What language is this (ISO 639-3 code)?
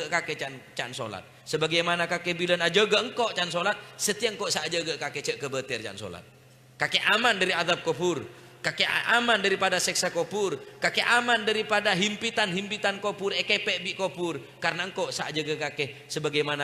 mad